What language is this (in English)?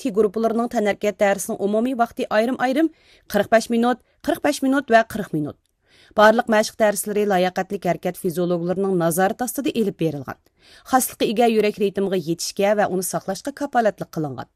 Uyghur